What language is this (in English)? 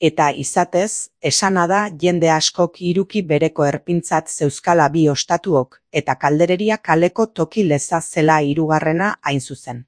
Basque